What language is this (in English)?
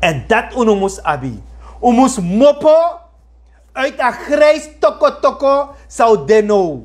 Sranan Tongo